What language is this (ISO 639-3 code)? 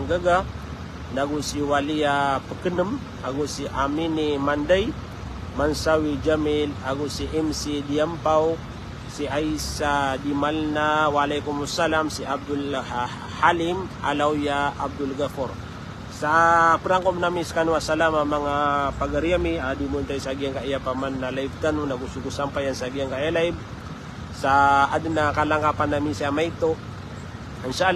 mrw